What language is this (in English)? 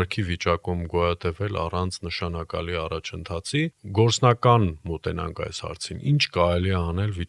Armenian